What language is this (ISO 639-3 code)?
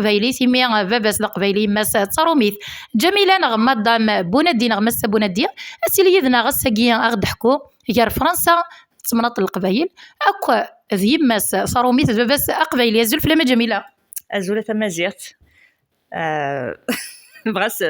kab